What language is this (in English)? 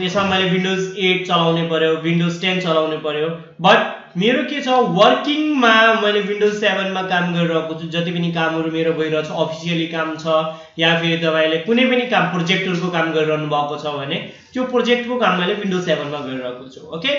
Nepali